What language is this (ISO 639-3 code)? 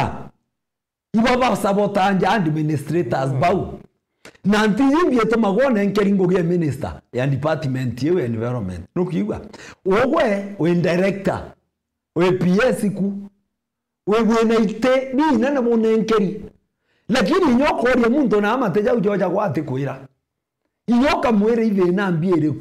mer